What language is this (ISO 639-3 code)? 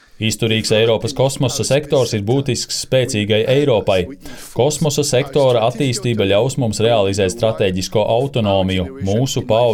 lav